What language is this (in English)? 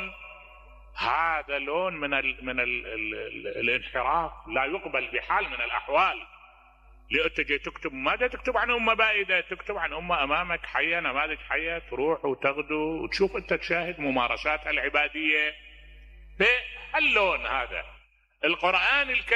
Mesopotamian Arabic